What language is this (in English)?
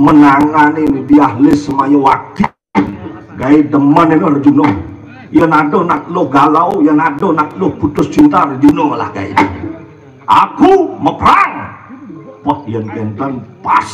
Balinese